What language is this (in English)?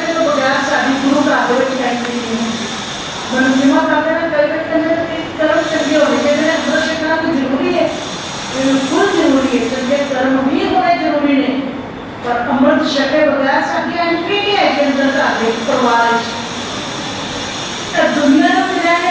Punjabi